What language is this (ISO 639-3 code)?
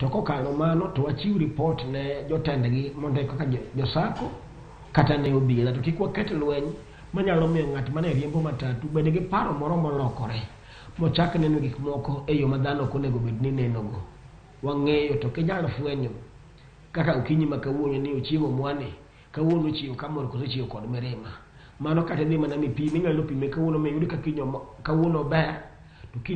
luo